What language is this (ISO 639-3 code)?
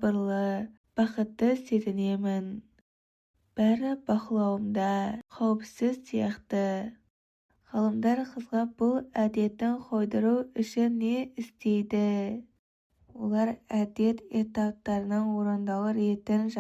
kaz